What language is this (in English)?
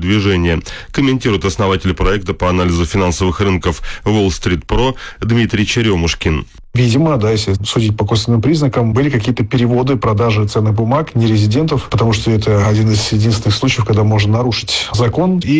Russian